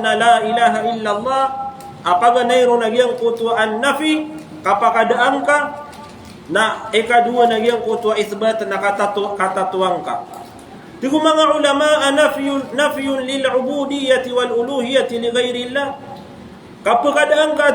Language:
Maranao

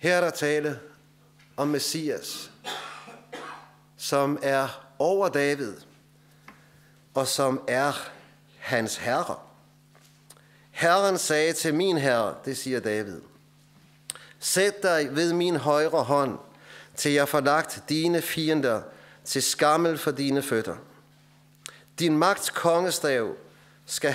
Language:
Danish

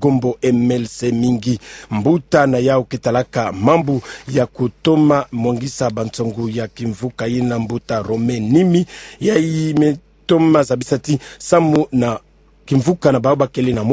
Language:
Kituba (Democratic Republic of Congo)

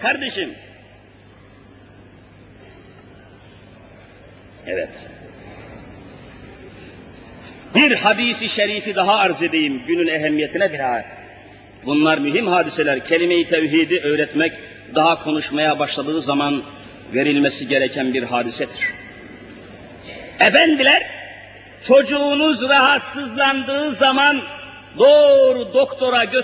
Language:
Turkish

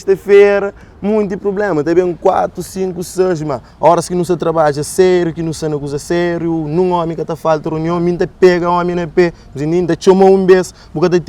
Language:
Kabuverdianu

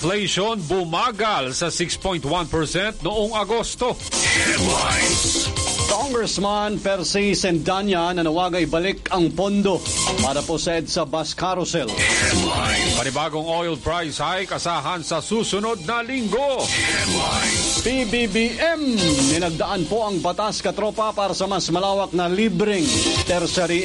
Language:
Filipino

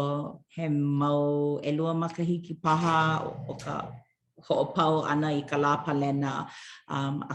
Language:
Hawaiian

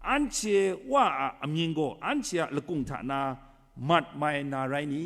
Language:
Kachin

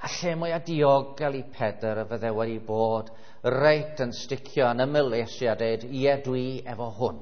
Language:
Welsh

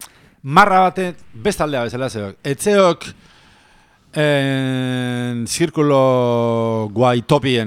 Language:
Basque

